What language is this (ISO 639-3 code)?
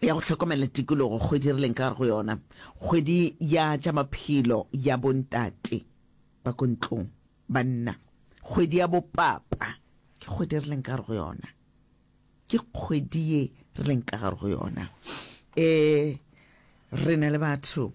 nso